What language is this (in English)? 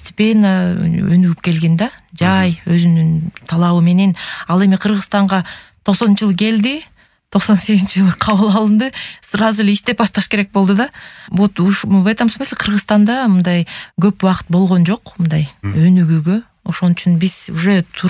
Kyrgyz